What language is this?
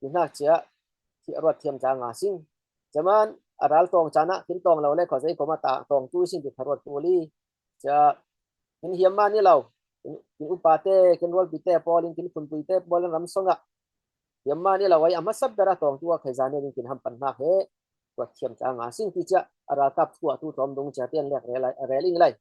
Falam Chin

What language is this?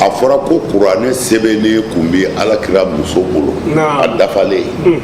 Bambara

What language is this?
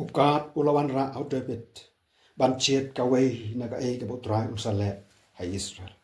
Khasi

